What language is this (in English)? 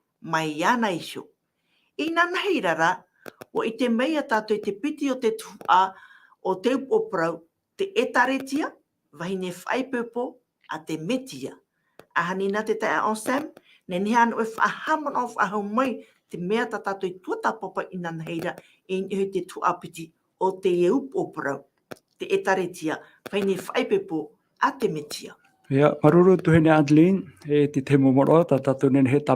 Tahitian